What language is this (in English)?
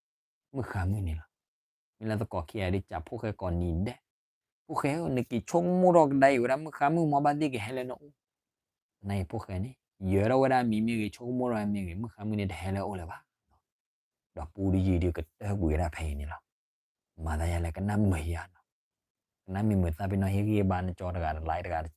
S'gaw Karen